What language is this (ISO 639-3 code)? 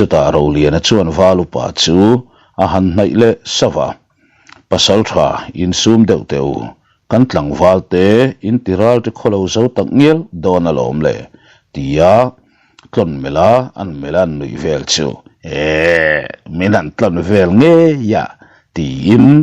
lus